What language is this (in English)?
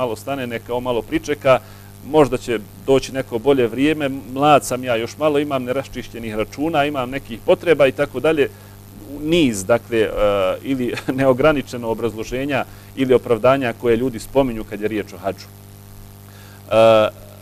Bosnian